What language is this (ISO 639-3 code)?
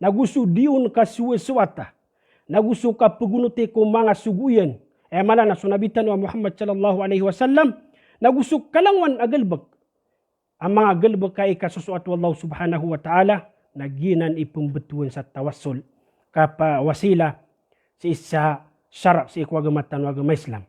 mrw